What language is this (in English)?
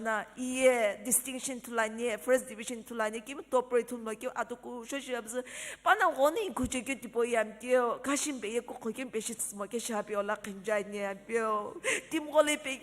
Sumi Naga